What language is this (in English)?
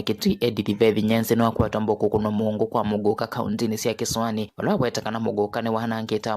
Kamba